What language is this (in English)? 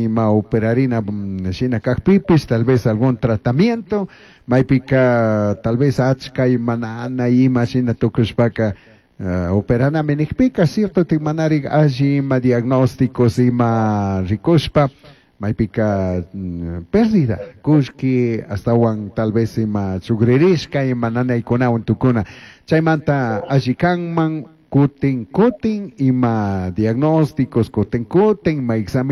Chimborazo Highland Quichua